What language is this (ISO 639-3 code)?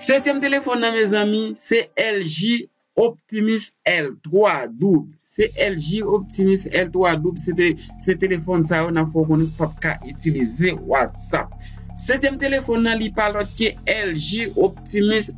hat